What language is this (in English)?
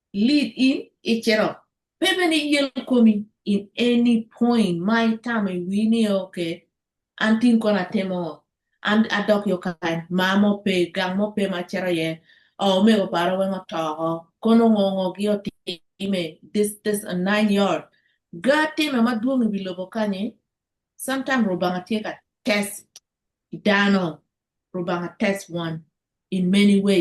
Acoli